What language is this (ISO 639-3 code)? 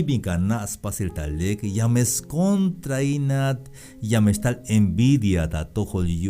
tzh